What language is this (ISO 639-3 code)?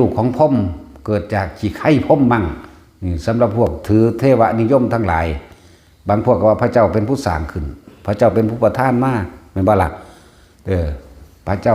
tts